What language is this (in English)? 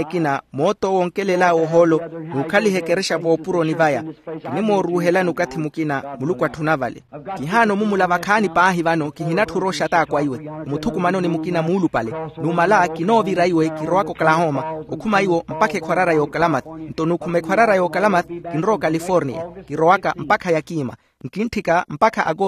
Makhuwa